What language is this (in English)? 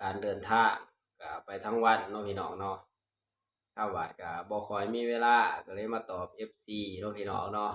Northeastern Thai